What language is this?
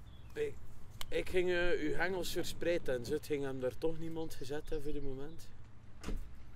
Dutch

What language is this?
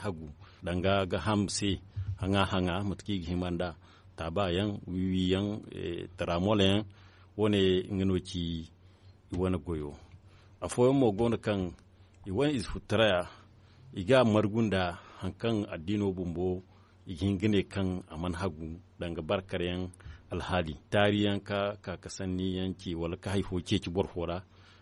Zarma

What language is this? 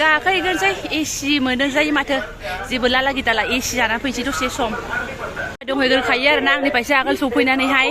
Bodo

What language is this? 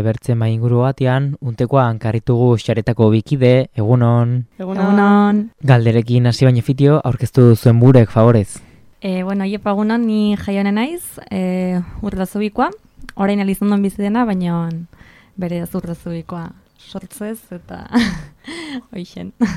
Basque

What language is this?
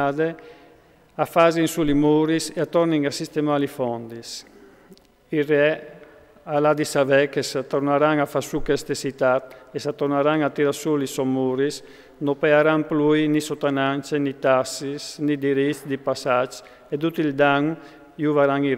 Friulian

